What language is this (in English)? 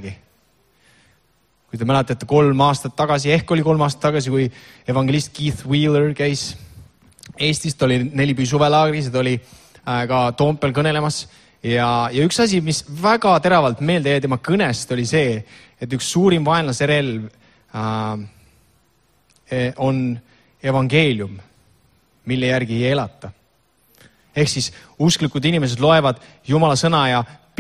Estonian